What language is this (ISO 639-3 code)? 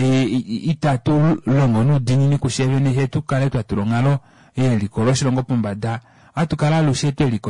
kua